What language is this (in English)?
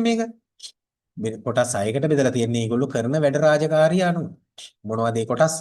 Sinhala